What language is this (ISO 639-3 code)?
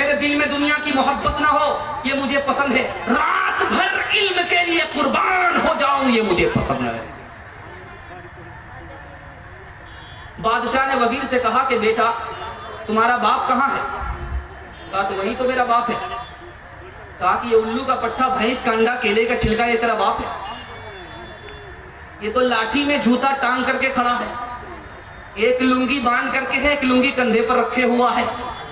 urd